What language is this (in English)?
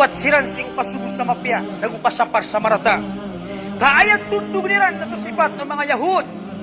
Maranao